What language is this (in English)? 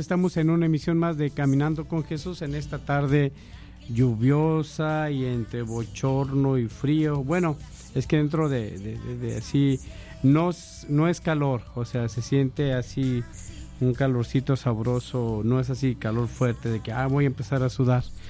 Spanish